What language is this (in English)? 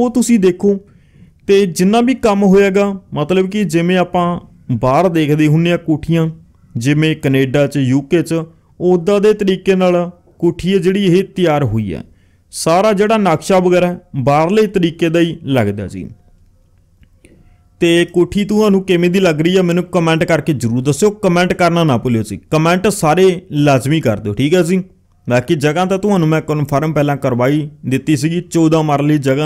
Punjabi